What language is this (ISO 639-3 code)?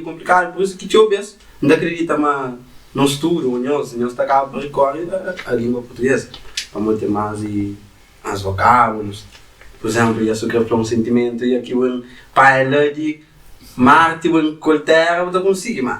kea